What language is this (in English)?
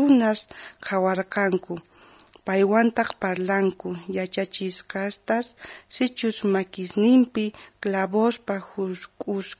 South Bolivian Quechua